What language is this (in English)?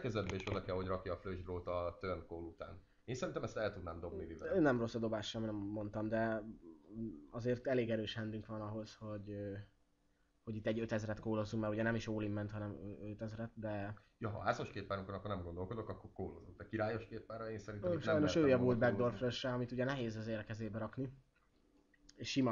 Hungarian